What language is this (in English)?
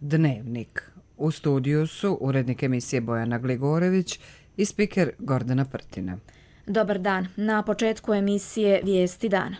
Croatian